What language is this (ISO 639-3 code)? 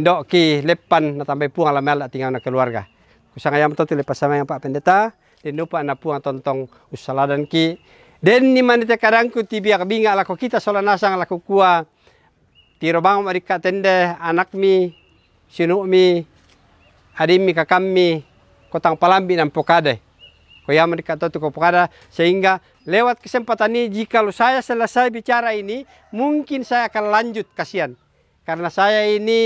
sda